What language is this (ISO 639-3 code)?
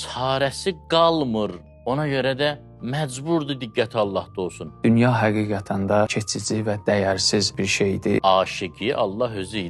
aze